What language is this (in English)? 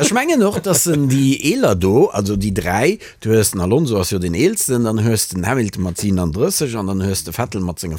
Luxembourgish